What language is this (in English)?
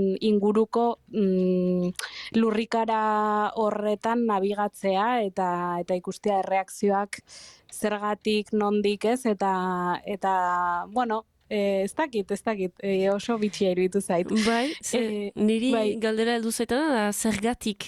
Basque